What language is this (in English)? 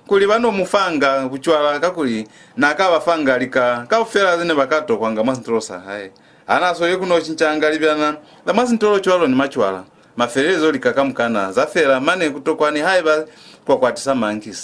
Lozi